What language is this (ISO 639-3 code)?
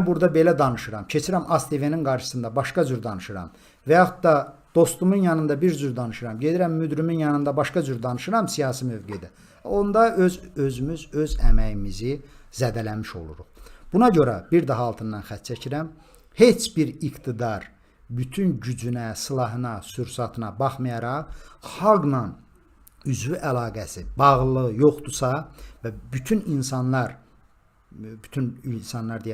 aze